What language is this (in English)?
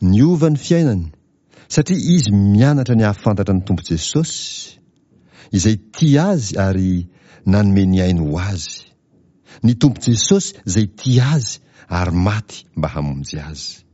Malagasy